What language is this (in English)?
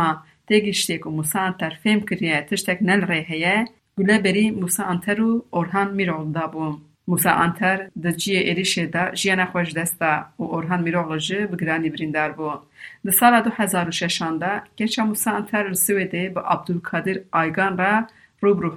Kurdish